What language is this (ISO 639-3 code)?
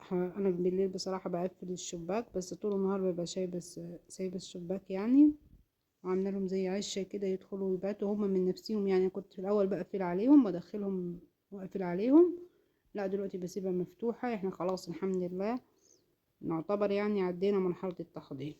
arz